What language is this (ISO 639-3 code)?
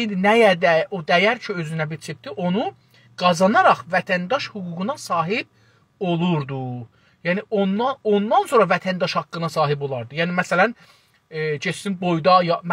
azb